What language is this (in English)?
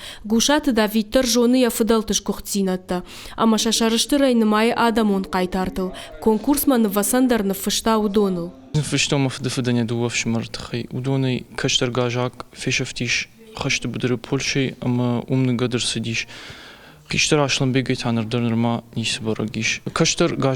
Ossetic